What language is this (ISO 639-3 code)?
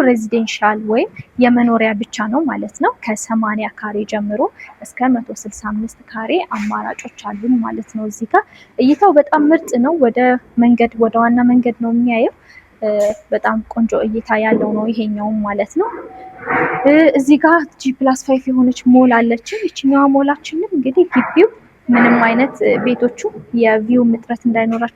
amh